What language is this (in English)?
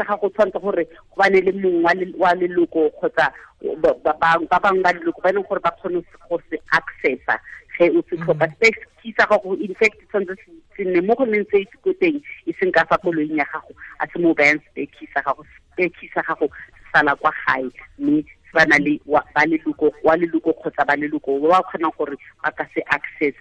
Tswana